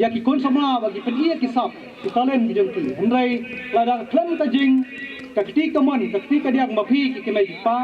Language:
Khasi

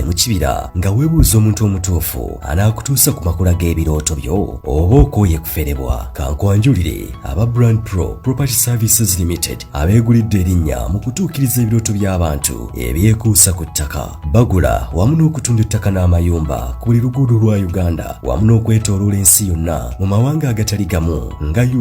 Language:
Ganda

